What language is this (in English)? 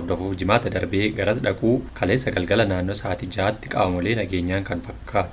Oromo